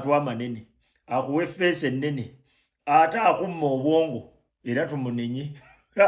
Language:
Ganda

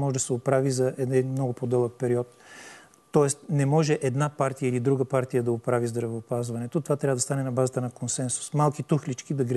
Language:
Bulgarian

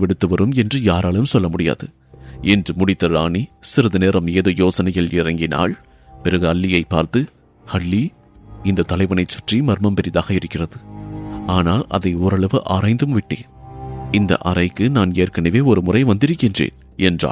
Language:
Tamil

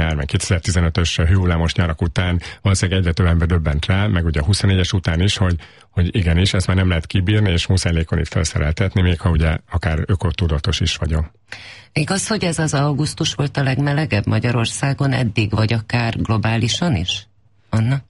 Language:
Hungarian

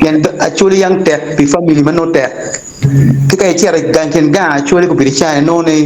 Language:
Acoli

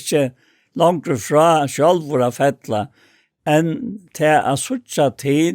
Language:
Faroese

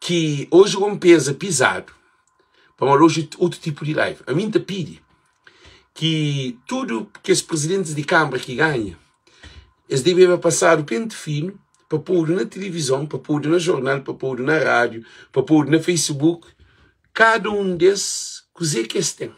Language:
Kabuverdianu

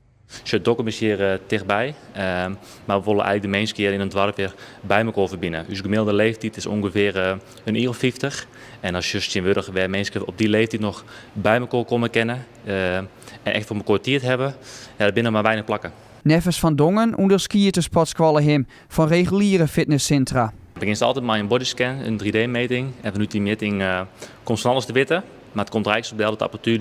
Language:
Western Frisian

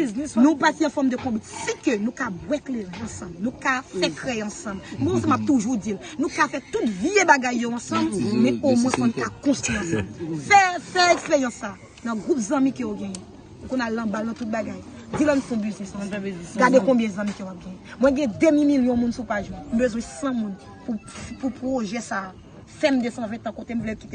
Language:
Haitian Creole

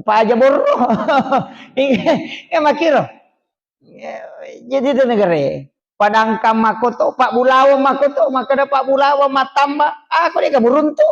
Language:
Buginese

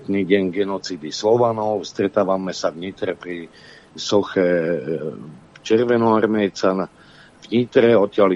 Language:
Slovak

